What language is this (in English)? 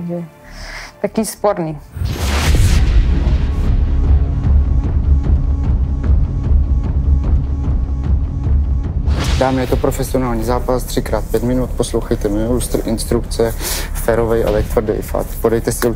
Czech